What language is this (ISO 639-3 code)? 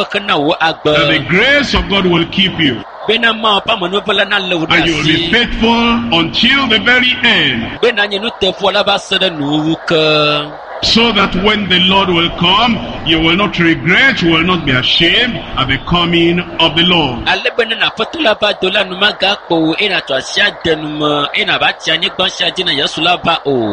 ewe